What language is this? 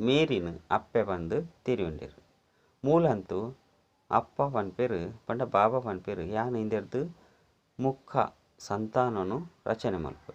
Tulu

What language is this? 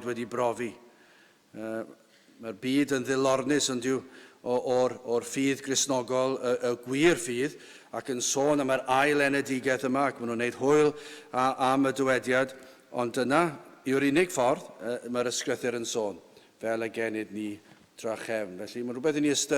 Welsh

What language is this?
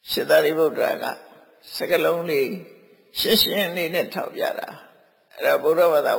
Burmese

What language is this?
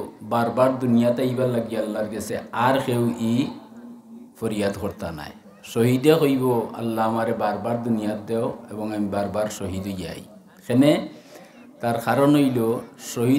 Sylheti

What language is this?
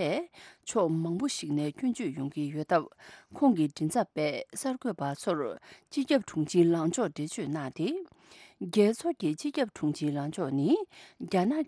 Tibetan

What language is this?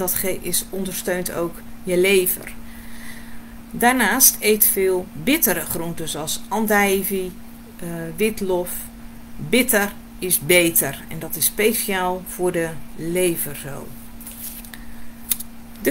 Dutch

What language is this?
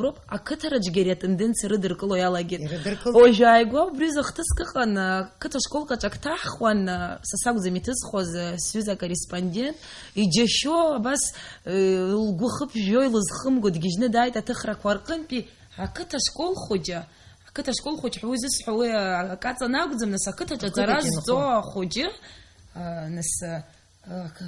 Abkhazian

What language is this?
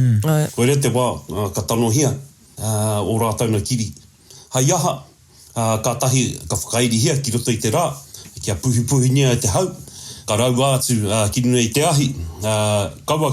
Māori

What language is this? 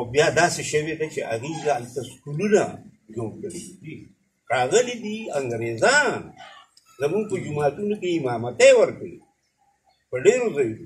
Pashto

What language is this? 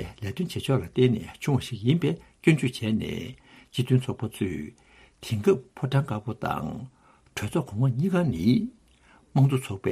Tibetan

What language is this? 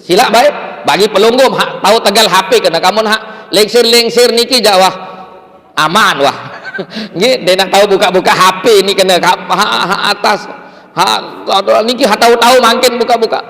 Sasak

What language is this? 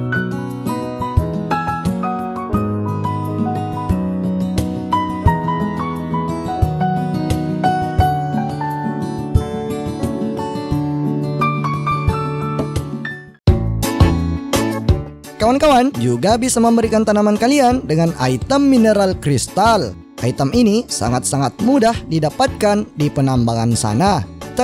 Indonesian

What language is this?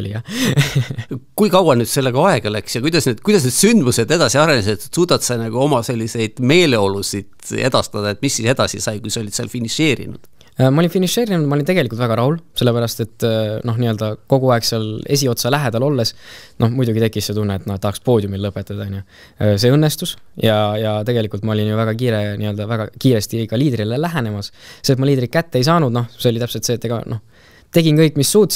Estonian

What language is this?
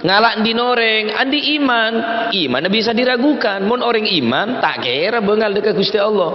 Madurese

